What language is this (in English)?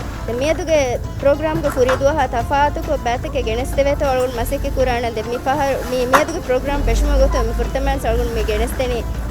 Divehi